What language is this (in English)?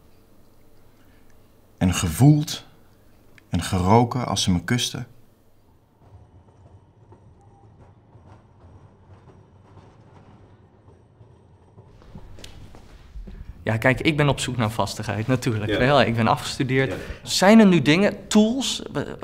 Dutch